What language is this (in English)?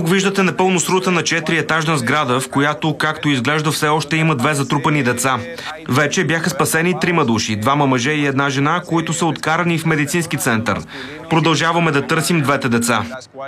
Bulgarian